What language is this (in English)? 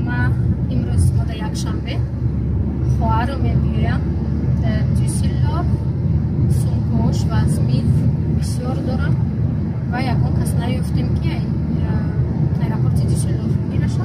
Tajik